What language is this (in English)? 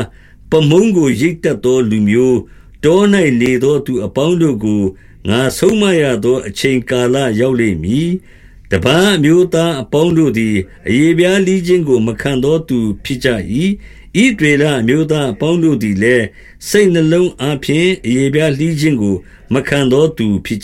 Burmese